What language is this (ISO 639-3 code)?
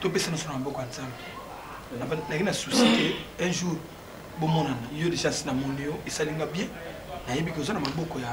lin